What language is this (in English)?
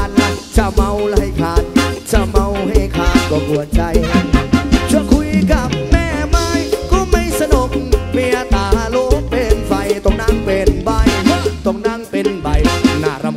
Thai